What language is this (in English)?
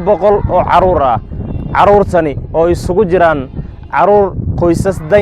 Somali